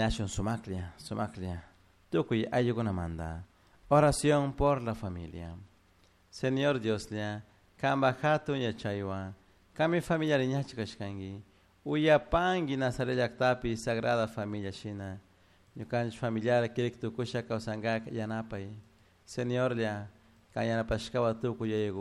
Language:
Chimborazo Highland Quichua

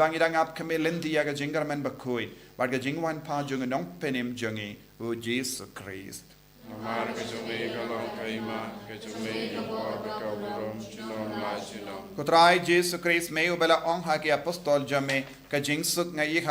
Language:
Khasi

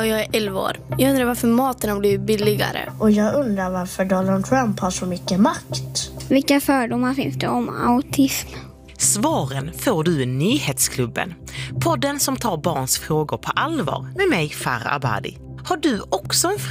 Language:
Swedish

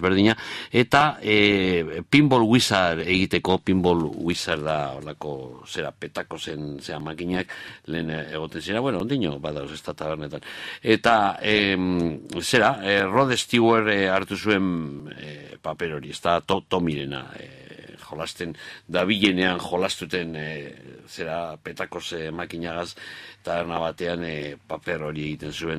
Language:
Basque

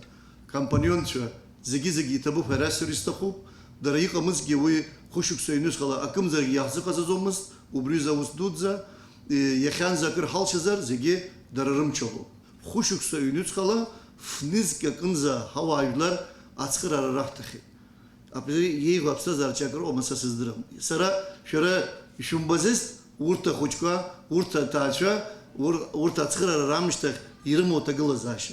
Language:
Abkhazian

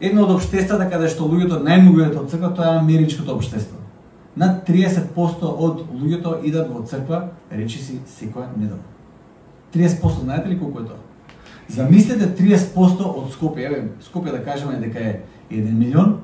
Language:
Macedonian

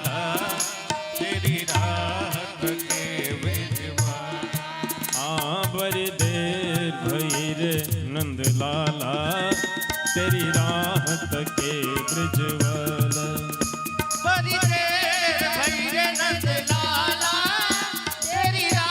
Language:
Maithili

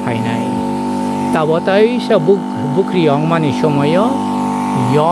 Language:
Kok Borok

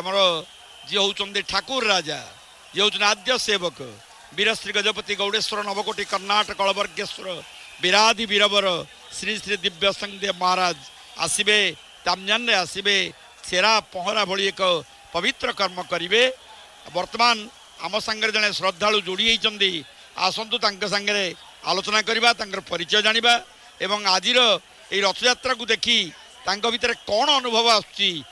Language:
Odia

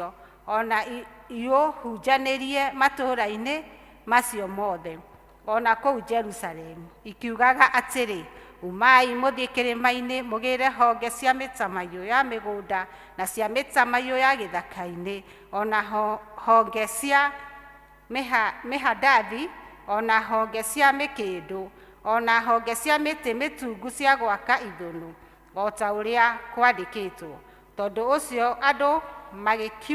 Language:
Kikuyu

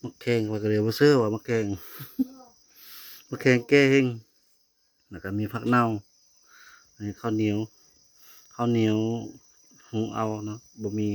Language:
Lao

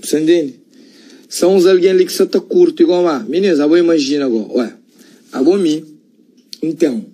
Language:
Kabuverdianu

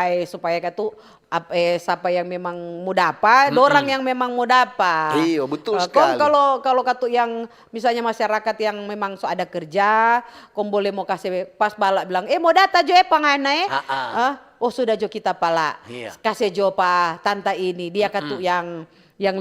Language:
Manado Malay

